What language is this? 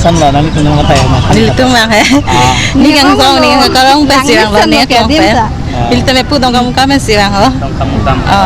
Karbi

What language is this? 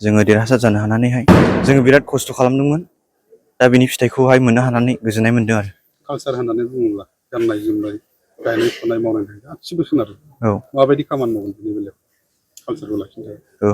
Bodo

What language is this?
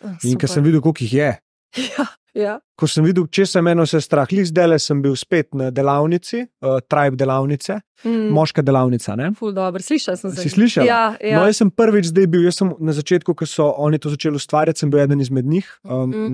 Slovenian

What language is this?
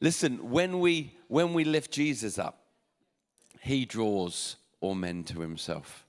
English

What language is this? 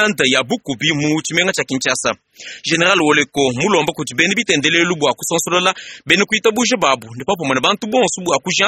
Luba-Lulua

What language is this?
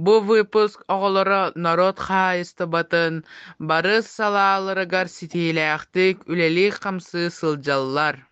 Yakut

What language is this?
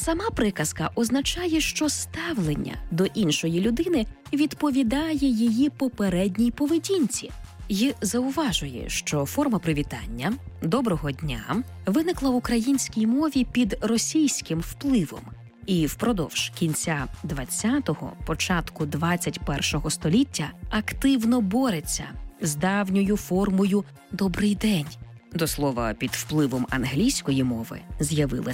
Ukrainian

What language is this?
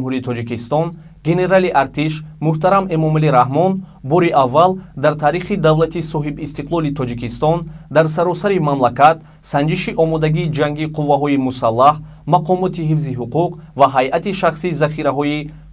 Tajik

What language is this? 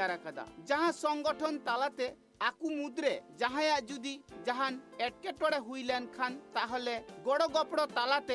Santali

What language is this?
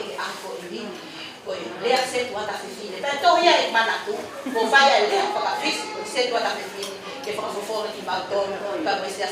Tongan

